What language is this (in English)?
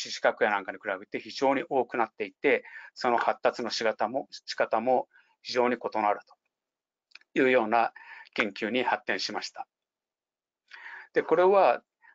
Japanese